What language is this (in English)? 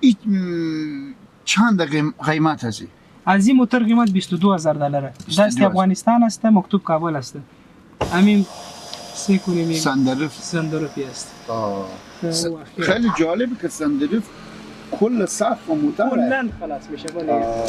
Persian